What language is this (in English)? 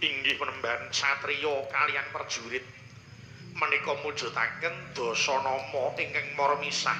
Javanese